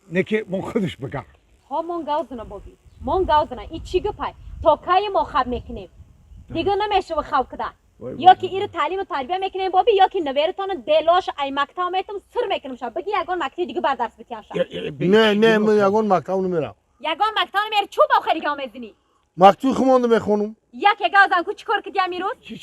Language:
Tajik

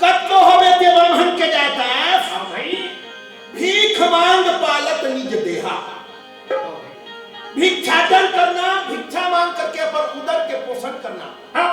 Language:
Chhattisgarhi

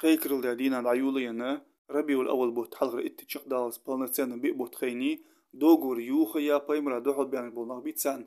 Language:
Ingush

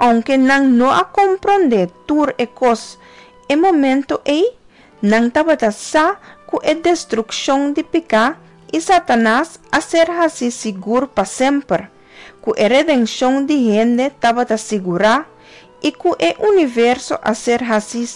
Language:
Papiamento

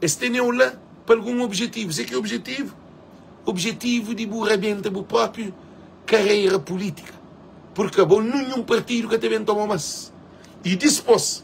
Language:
Kabuverdianu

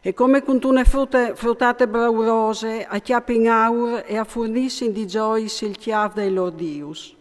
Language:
Friulian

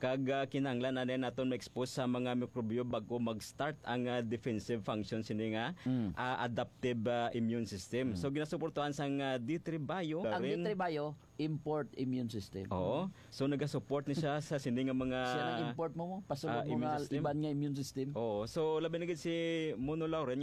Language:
Hiligaynon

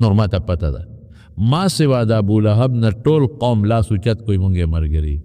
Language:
Pashto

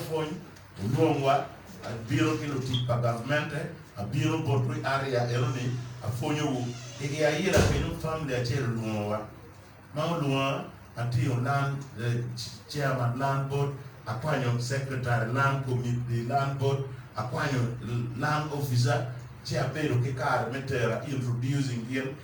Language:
Acoli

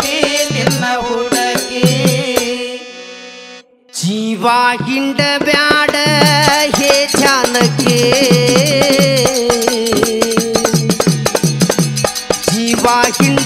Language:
Kannada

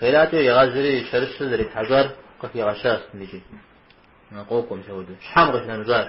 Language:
Kabardian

